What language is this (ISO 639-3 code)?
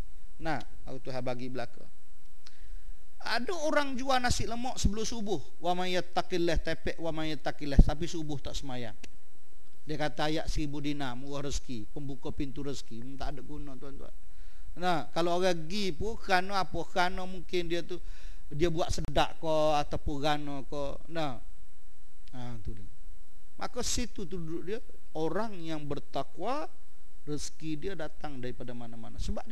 msa